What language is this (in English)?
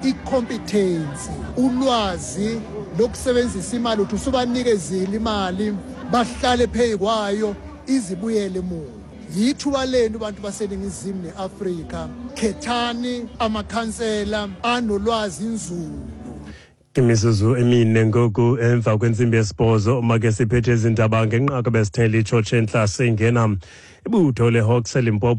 Xhosa